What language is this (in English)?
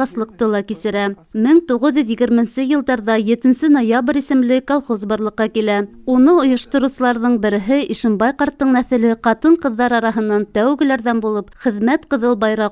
Bashkir